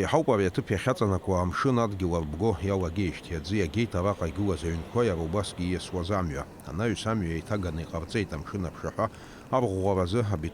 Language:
Abkhazian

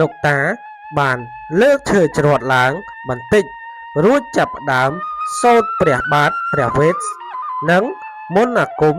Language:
Khmer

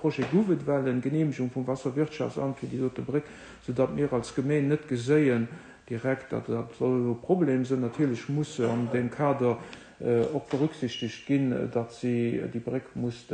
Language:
Luxembourgish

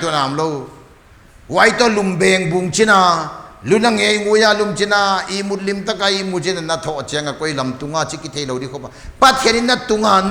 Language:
Paite Chin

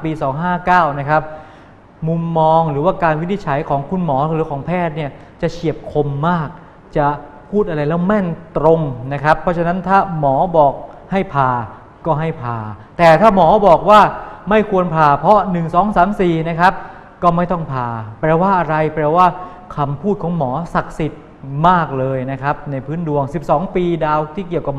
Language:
Thai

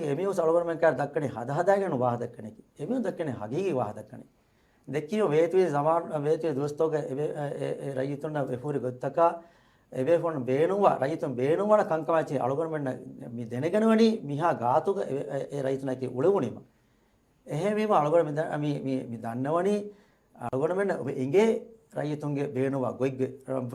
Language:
Divehi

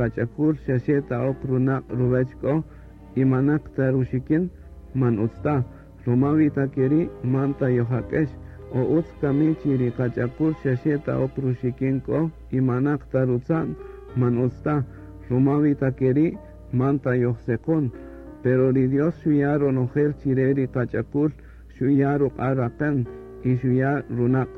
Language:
Kaqchikel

